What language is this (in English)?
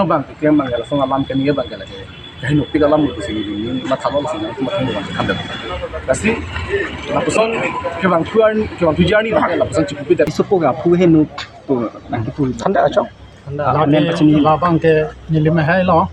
Karbi